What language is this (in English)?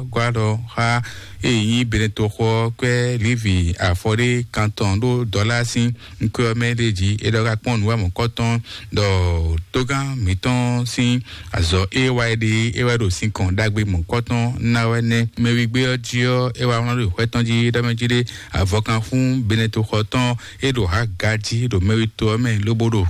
Fon